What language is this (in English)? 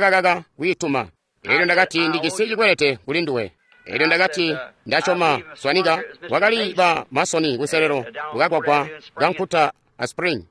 Tonga (Zambia)